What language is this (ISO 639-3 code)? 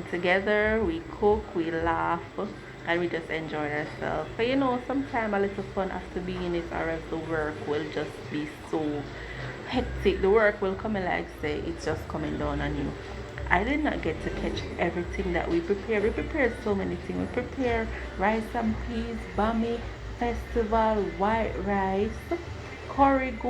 jam